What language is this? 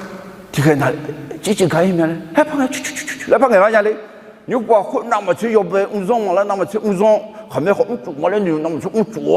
Akha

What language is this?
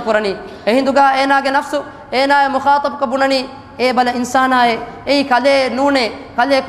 Divehi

